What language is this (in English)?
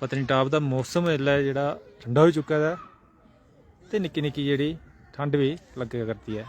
Dogri